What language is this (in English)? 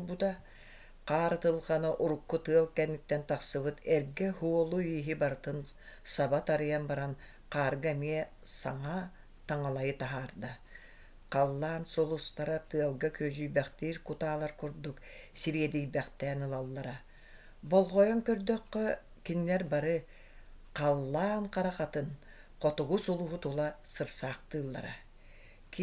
Yakut